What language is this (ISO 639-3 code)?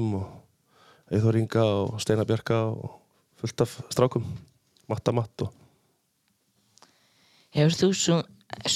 isl